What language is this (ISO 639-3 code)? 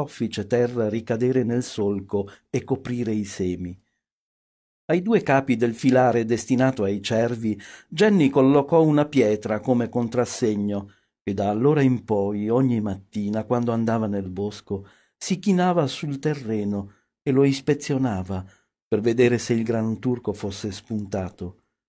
ita